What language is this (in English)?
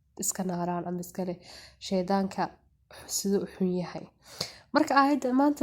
Somali